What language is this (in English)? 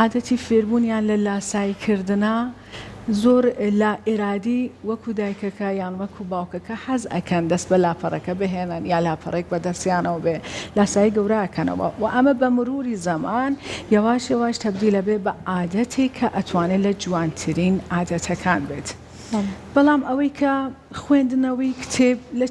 Central Kurdish